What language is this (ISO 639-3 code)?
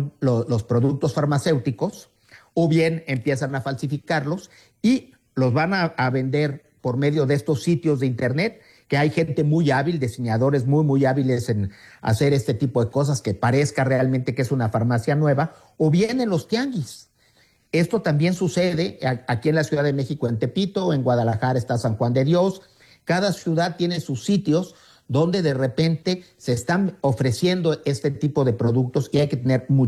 spa